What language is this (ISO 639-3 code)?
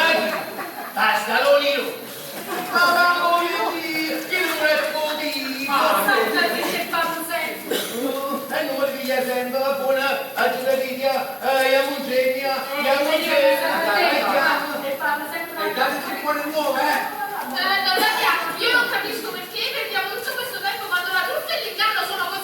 nap